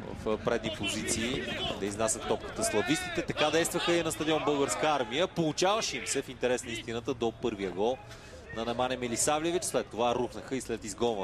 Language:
Bulgarian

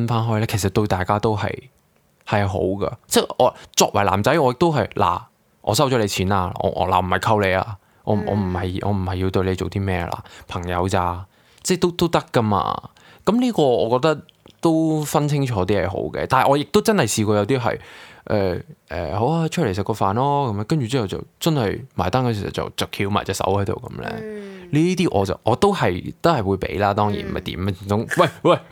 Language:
Cantonese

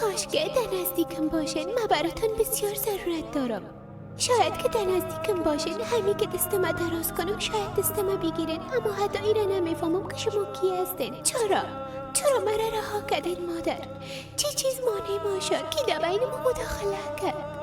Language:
Persian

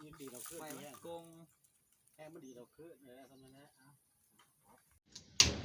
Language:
Lao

